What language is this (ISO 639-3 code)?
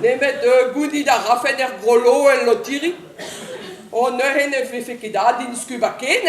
bre